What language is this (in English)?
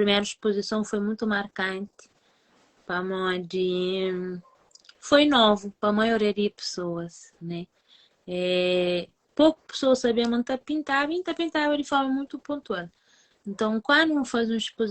Kabuverdianu